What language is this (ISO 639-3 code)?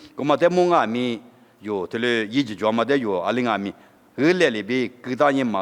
lis